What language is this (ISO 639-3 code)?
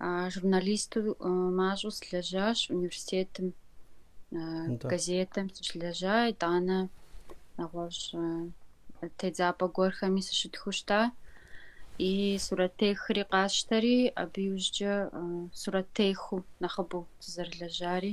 kbd